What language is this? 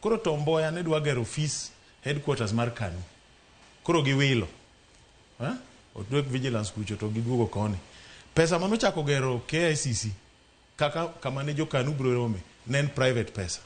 Luo (Kenya and Tanzania)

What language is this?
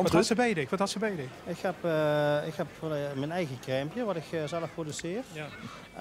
Limburgish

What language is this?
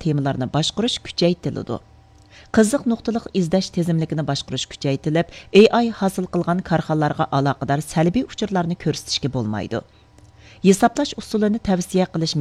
Uyghur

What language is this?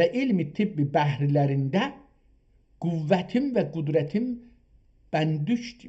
South Azerbaijani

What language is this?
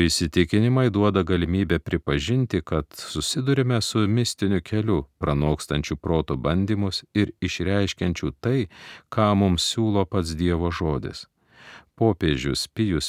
Lithuanian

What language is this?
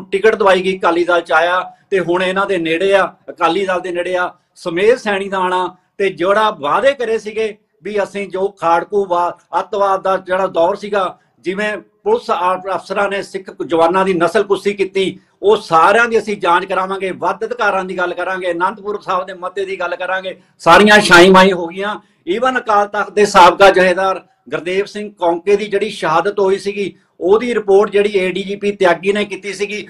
Punjabi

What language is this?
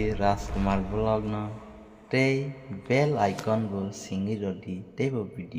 Kok Borok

